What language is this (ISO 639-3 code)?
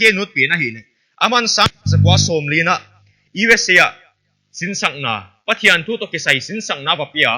pck